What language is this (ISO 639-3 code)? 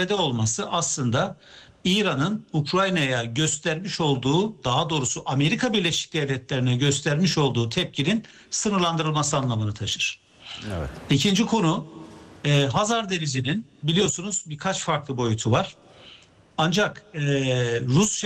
tur